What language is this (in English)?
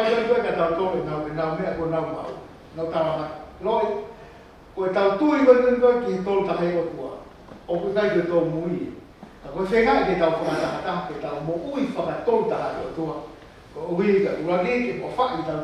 Tongan